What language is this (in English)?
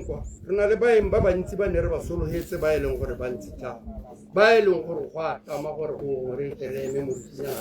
Tswana